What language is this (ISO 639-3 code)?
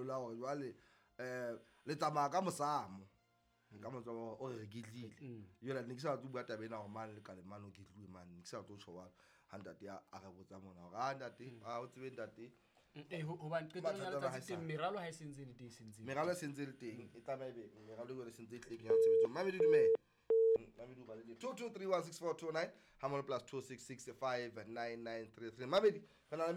sot